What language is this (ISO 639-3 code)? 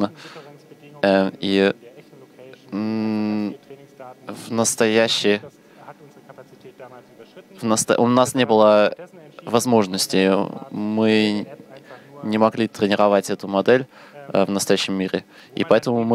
rus